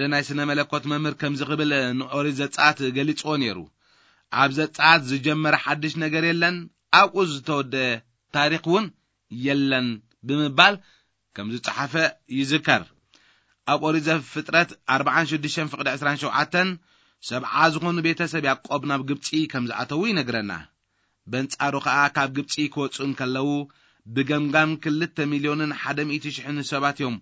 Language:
Tigrinya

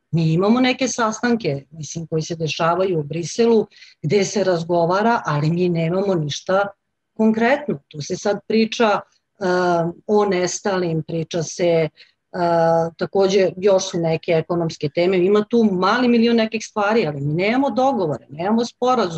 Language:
Serbian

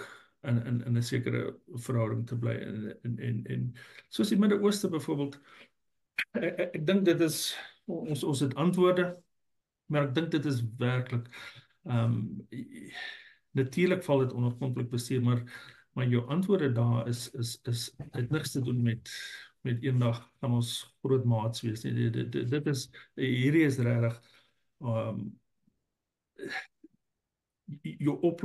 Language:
Afrikaans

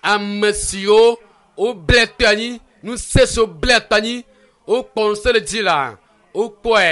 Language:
Ewe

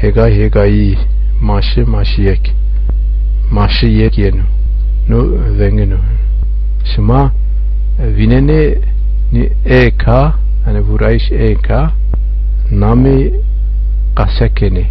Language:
Zaza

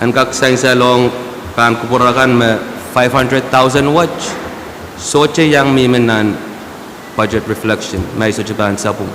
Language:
Pohnpeian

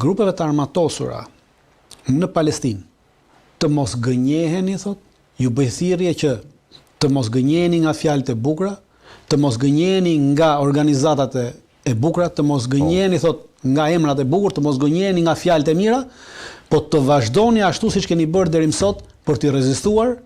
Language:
Albanian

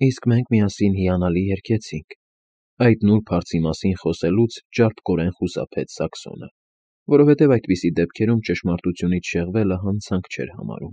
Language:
Armenian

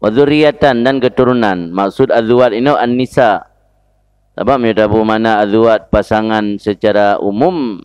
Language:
Achinese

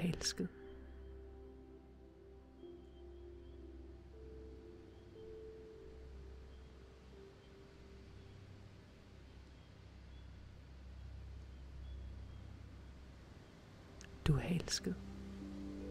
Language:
Danish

